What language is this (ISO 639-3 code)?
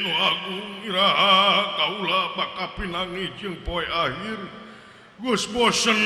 sun